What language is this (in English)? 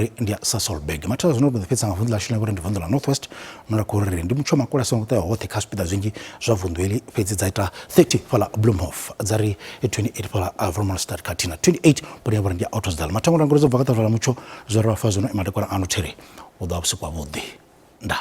Venda